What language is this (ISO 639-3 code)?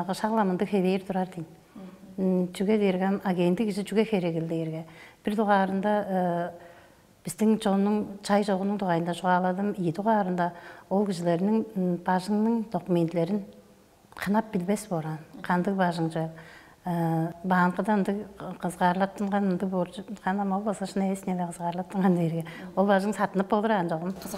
tyv